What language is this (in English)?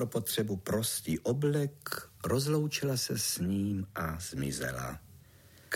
Czech